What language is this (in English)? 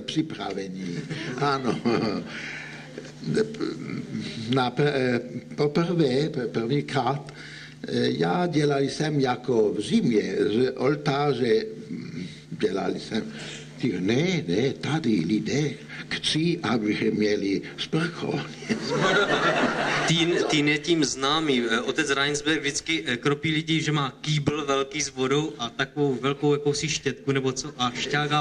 Czech